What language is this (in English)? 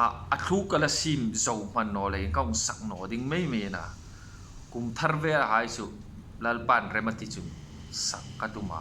Hmar